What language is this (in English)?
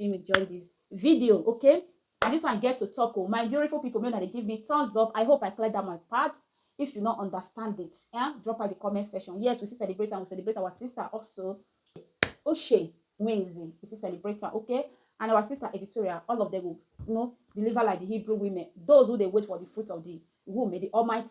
Nigerian Pidgin